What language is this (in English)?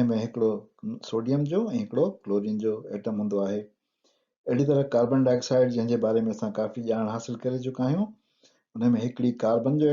Sindhi